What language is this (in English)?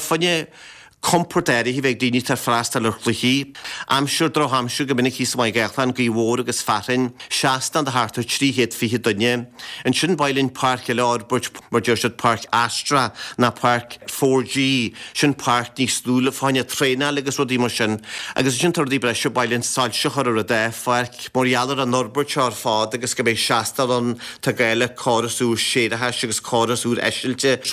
Irish